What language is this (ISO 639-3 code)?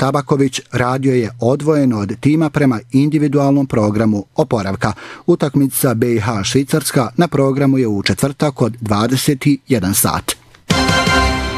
bos